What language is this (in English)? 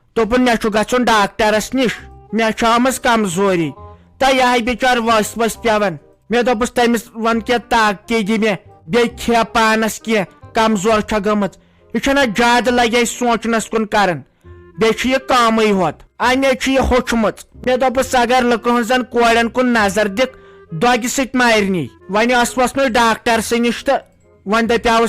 Kashmiri